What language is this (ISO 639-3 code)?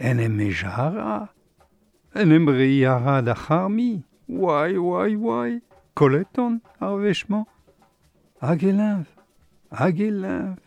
bre